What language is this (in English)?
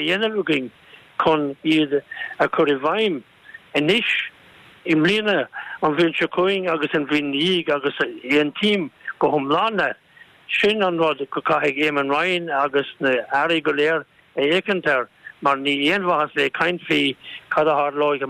Irish